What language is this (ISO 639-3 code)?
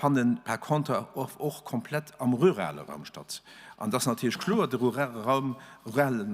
ltz